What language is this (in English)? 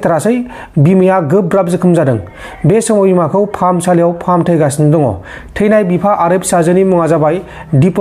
Bodo